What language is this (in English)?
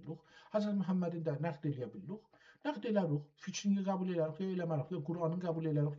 South Azerbaijani